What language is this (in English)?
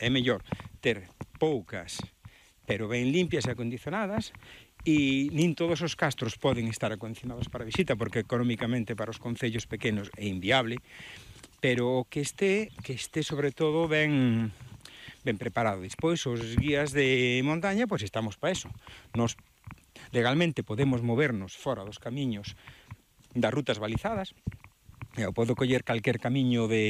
Galician